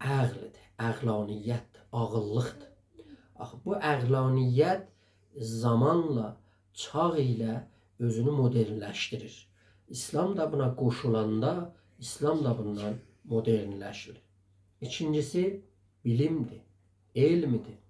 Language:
South Azerbaijani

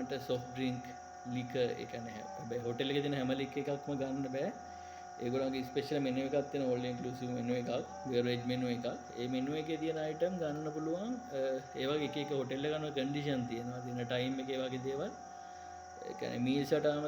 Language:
Sinhala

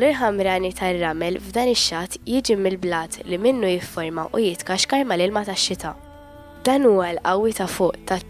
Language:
Maltese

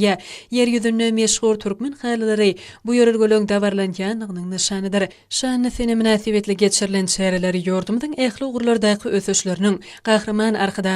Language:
Turkmen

